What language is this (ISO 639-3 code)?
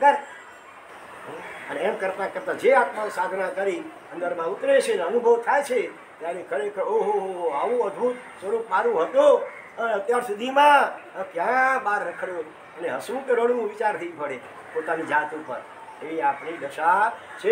guj